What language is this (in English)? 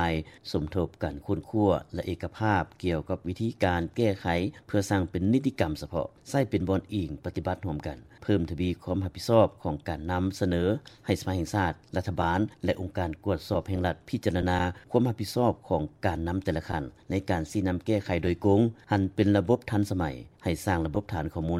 Lao